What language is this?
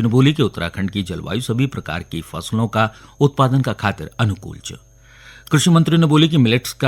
Garhwali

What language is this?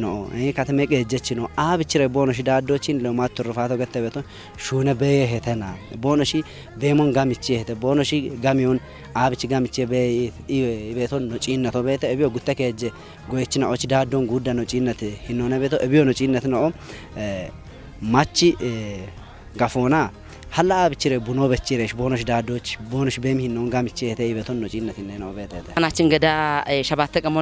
Kafa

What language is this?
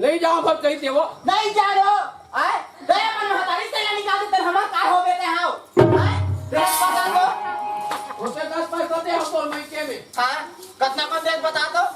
Chhattisgarhi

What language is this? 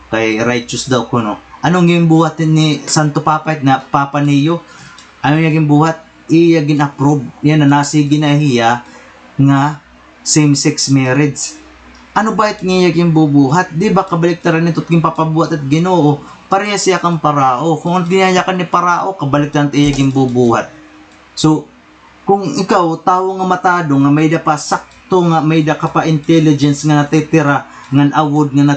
Waray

